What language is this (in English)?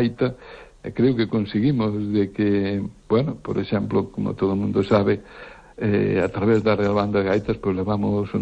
Galician